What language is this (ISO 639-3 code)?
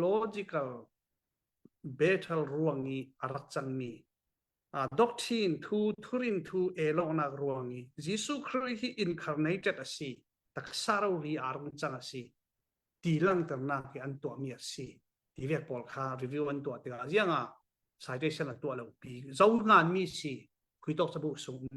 cfm